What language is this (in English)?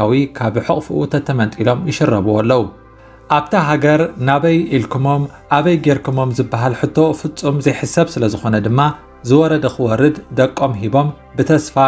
Tigrinya